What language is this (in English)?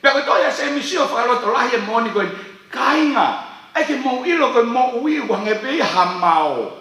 Tongan